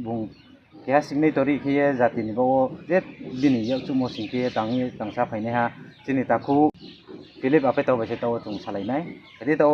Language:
Riang (India)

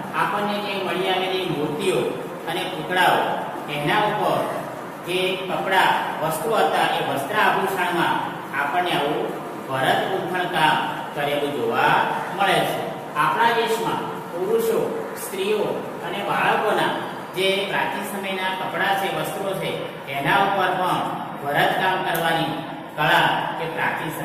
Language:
Gujarati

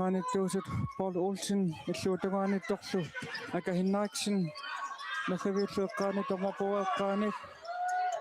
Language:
Kalaallisut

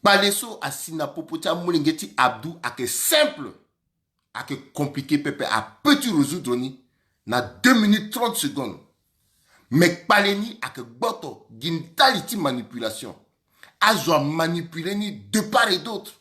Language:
Sango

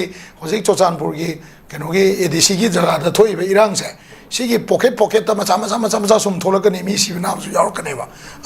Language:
Manipuri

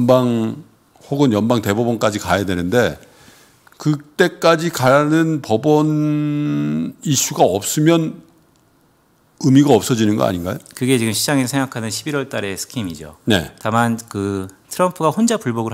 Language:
Korean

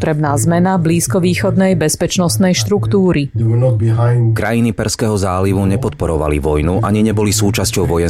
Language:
Slovak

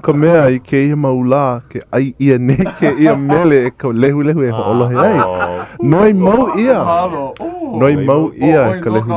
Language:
Hawaiian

